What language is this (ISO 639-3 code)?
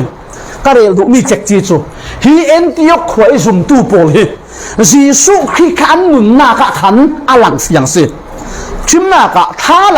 cfm